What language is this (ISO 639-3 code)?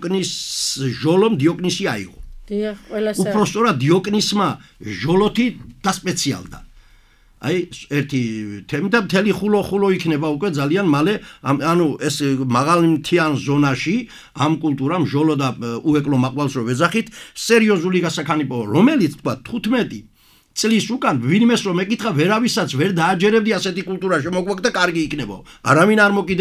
kat